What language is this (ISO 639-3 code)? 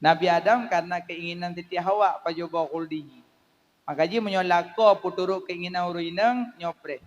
ace